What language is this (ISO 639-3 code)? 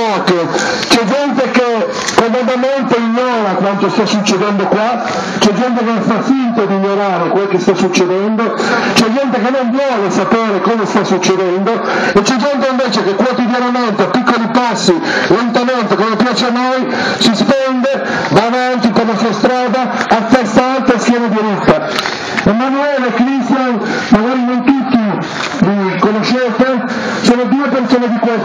ita